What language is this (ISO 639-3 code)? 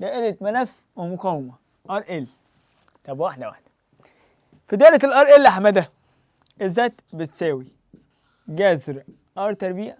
arz